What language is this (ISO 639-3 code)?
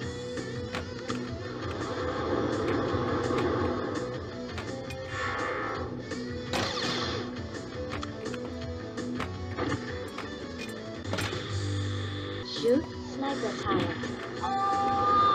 eng